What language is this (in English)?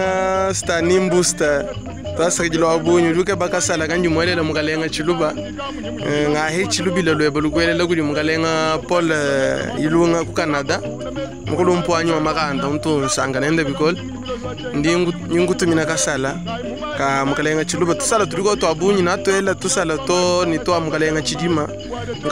Luba-Lulua